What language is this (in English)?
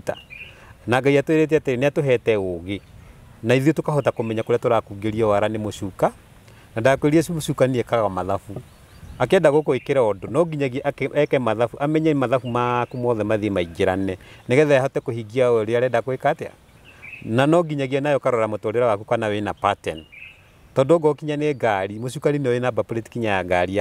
Kikuyu